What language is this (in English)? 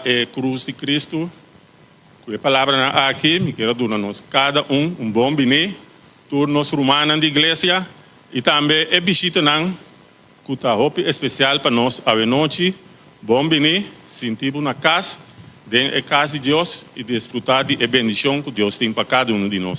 Papiamento